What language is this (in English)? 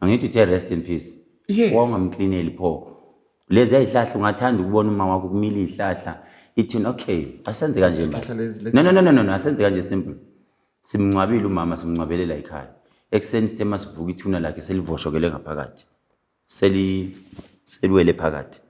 Zulu